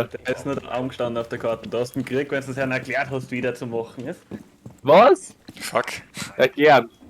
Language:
Bavarian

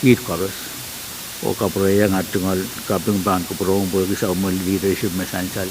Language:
Pohnpeian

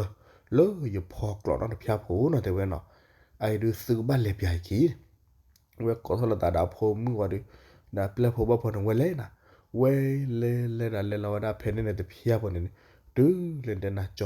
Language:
S'gaw Karen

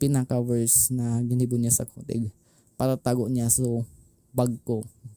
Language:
Bikol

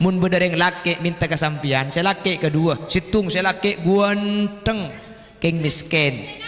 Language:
Madurese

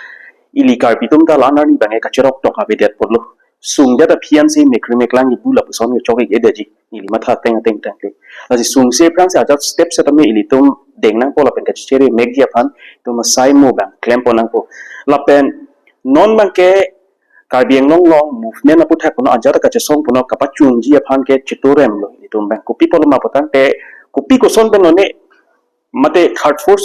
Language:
Karbi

